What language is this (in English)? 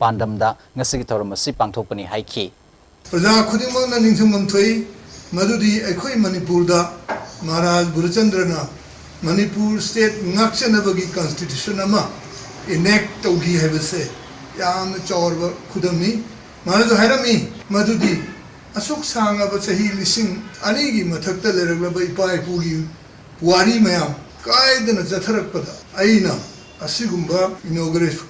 Manipuri